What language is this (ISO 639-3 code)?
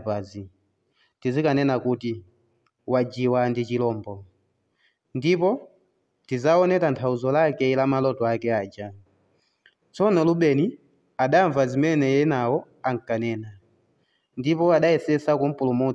nya